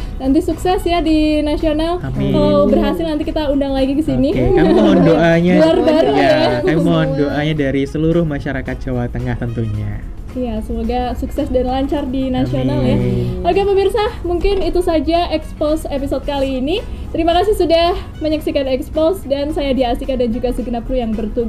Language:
Indonesian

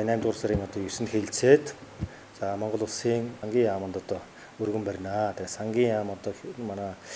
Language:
Mongolian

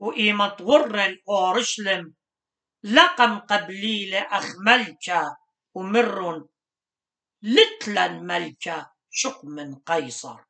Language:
Assyrian Neo-Aramaic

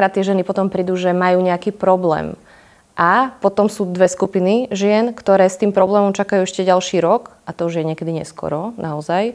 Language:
Slovak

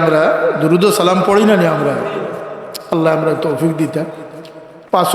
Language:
Sylheti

